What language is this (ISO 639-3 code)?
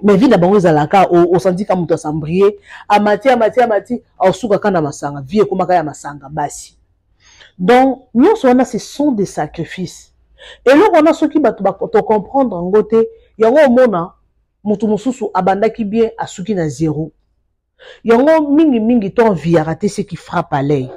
lin